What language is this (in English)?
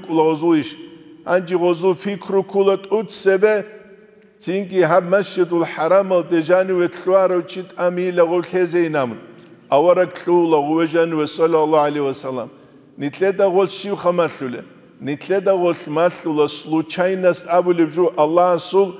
Avaric